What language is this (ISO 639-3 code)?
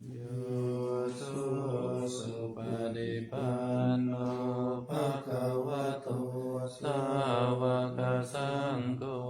pli